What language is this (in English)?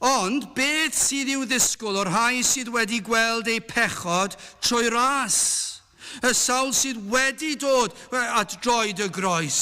Welsh